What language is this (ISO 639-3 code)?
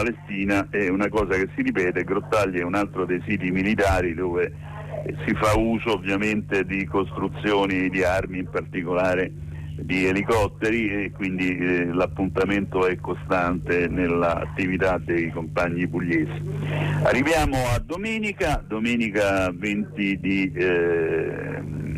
ita